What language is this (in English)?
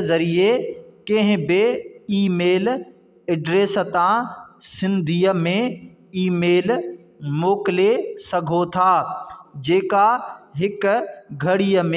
Sindhi